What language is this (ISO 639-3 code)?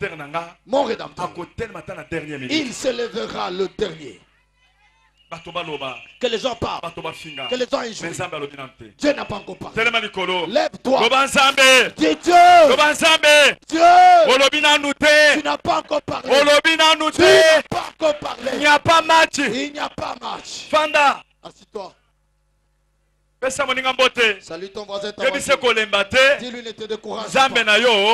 fra